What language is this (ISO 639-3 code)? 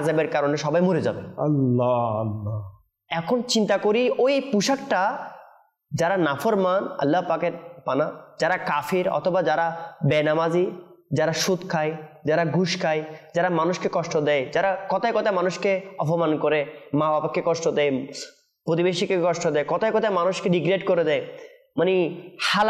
ben